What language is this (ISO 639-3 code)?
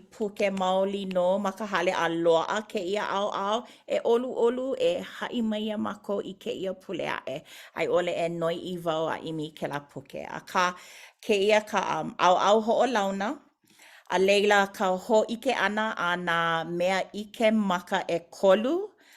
haw